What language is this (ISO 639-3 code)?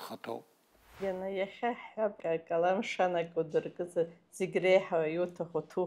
abk